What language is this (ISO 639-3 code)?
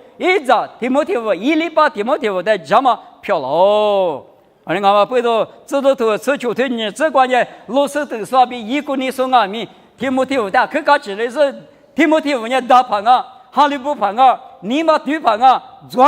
lis